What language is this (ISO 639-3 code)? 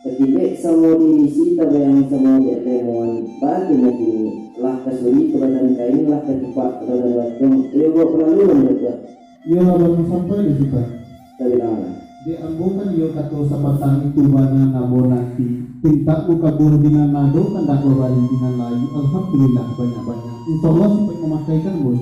min